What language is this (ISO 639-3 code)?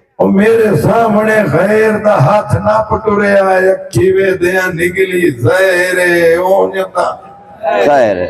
skr